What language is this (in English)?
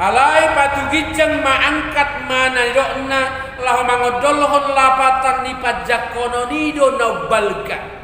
Batak Toba